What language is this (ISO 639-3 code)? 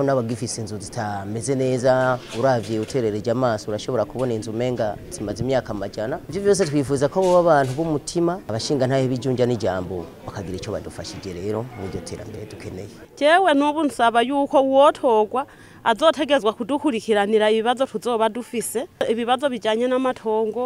run